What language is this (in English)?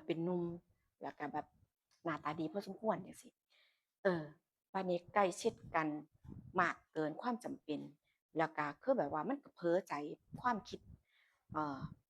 Northeastern Thai